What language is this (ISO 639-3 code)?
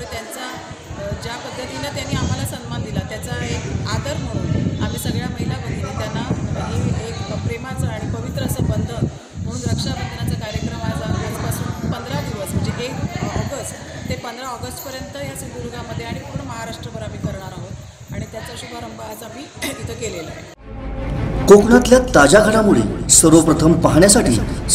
mar